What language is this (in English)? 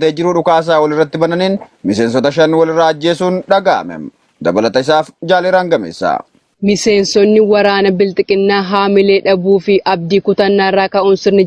Oromo